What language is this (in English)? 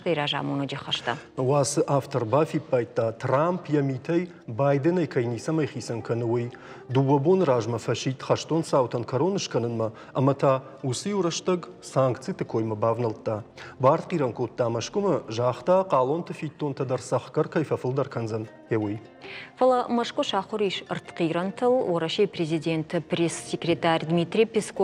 Ossetic